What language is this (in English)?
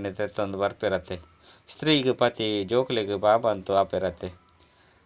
Tulu